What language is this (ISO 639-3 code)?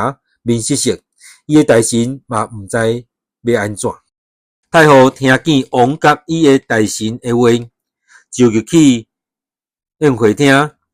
nan